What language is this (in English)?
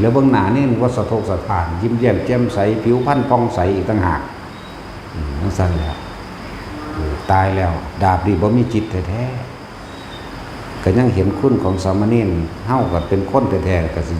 Northeastern Thai